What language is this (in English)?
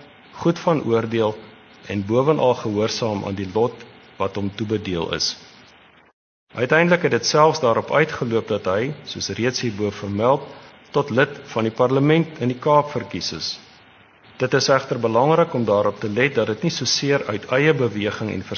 Afrikaans